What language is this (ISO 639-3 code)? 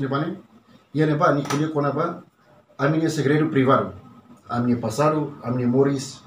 tet